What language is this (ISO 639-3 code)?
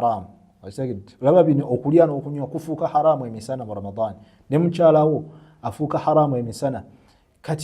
lug